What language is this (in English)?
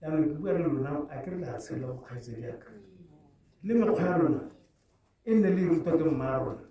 Tswana